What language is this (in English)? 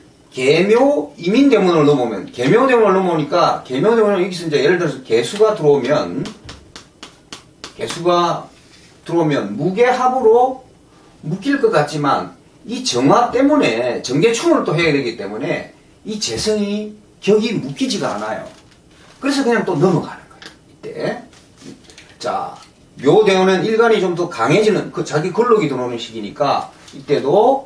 Korean